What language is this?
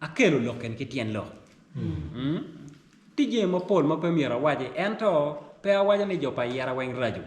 Acoli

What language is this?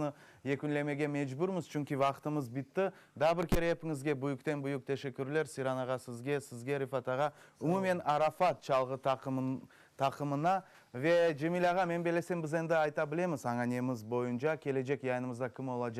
Crimean Tatar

